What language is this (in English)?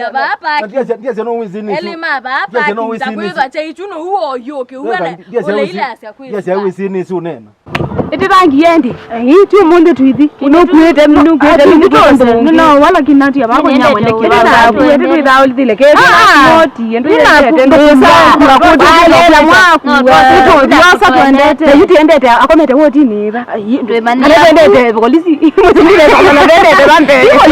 Kamba